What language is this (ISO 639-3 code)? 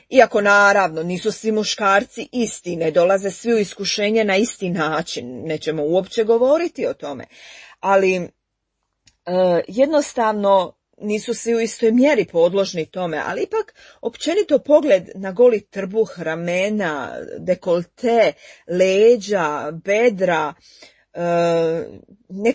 hrv